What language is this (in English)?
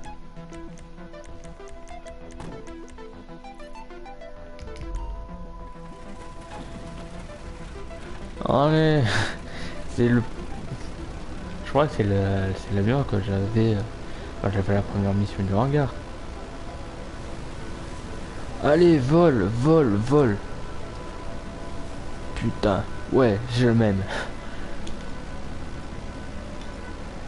French